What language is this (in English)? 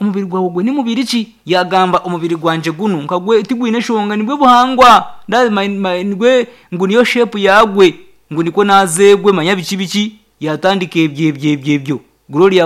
Nyankole